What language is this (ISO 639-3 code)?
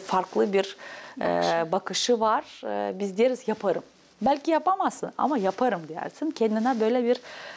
gag